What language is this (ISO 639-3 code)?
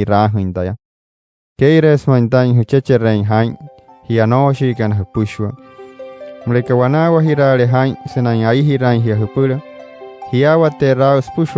guc